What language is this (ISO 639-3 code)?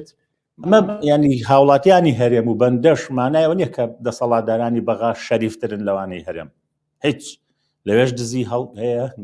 ckb